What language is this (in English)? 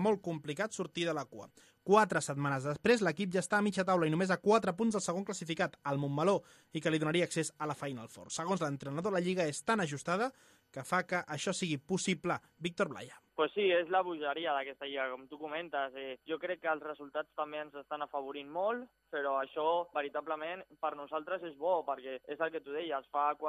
Catalan